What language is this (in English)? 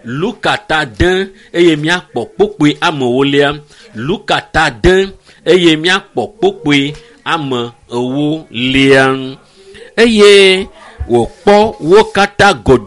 Ewe